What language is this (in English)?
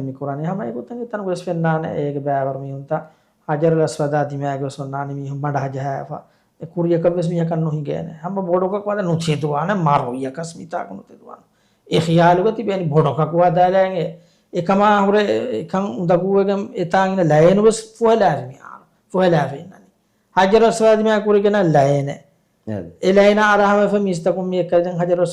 Divehi